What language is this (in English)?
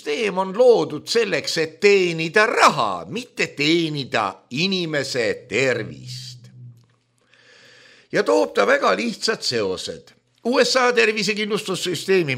Estonian